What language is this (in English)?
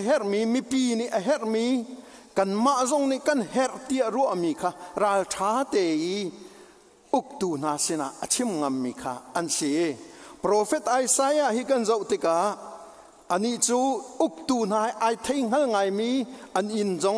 Hakha Chin